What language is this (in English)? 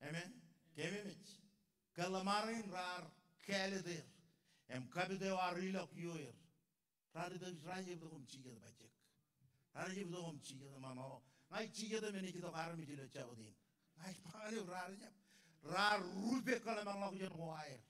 Marshallese